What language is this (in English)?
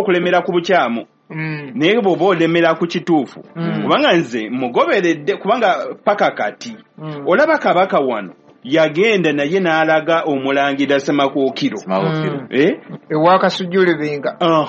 Ganda